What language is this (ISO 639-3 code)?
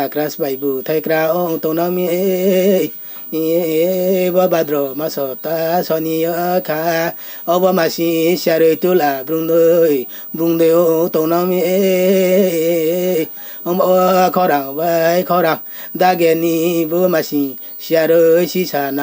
ria